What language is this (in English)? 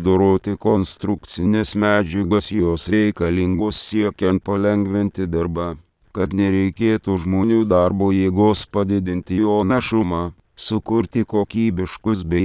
Lithuanian